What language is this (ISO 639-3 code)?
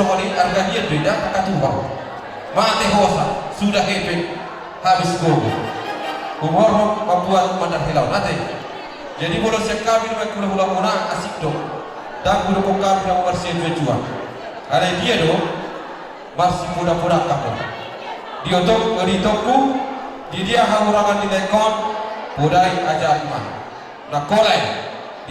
bbc